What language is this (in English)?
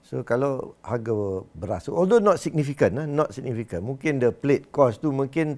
Malay